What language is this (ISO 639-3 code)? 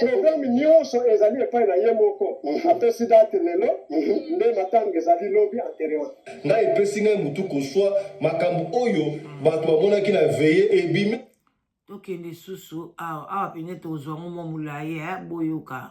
lin